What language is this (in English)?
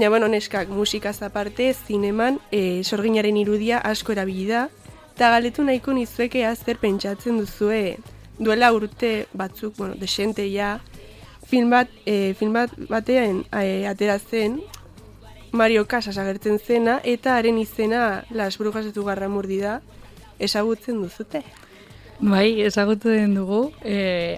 Basque